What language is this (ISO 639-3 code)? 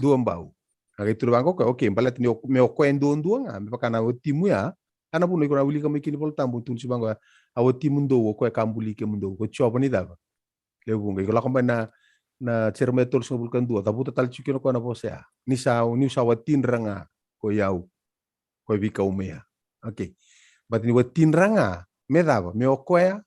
fij